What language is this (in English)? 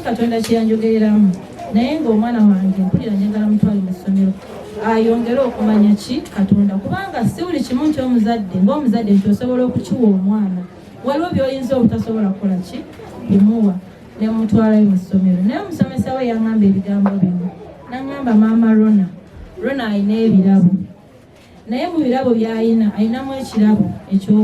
Ganda